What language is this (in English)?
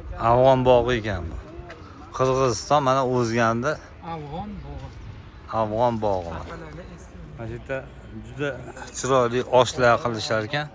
Uzbek